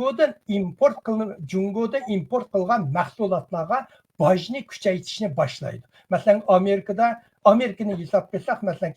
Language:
Uyghur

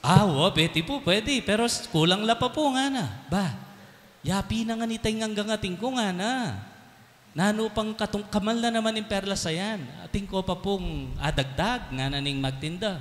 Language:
Pampanga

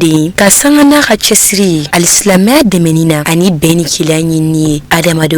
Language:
Bambara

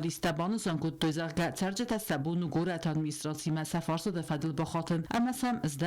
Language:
Ossetic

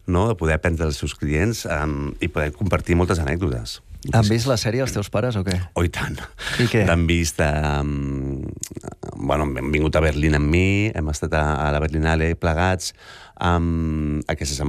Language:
Catalan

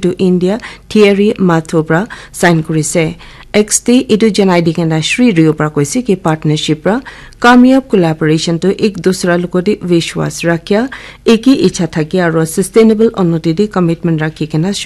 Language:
Naga Pidgin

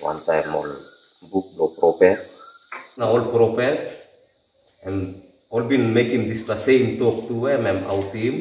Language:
Tok Pisin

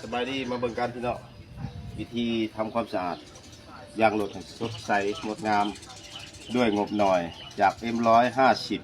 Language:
Lao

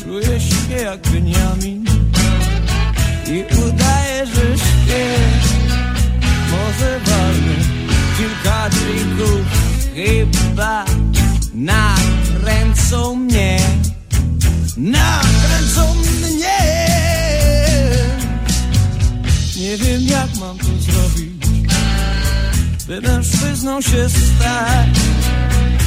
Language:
Polish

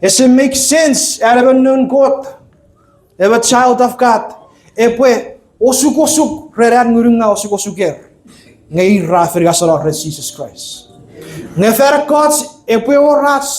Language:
Chuukese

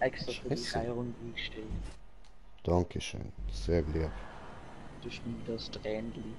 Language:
Swiss German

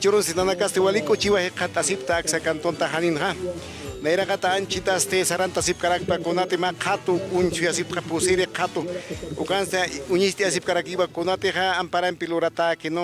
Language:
Aymara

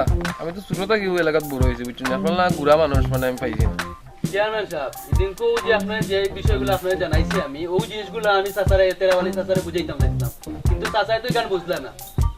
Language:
Sylheti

